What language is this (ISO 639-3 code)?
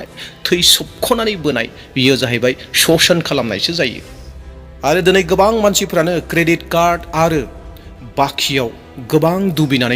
brx